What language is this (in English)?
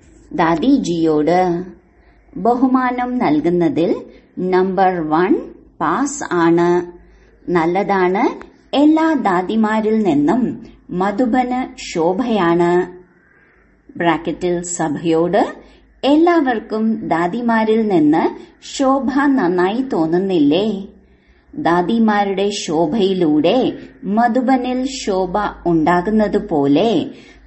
Malayalam